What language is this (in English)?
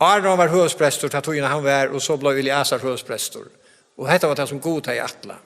Faroese